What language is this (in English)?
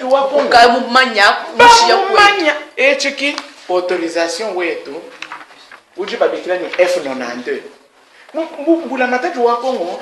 Luba-Lulua